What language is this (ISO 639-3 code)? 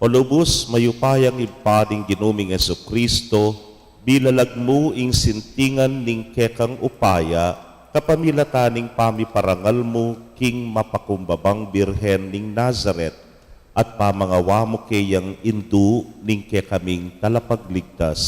pam